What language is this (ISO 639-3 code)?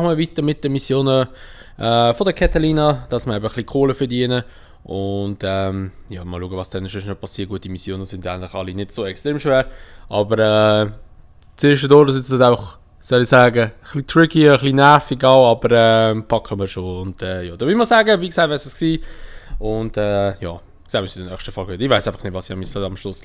gsw